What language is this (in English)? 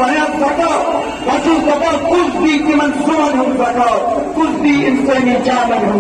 Kashmiri